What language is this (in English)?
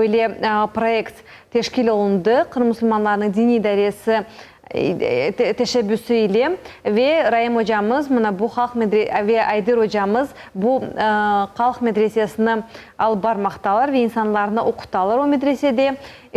Crimean Tatar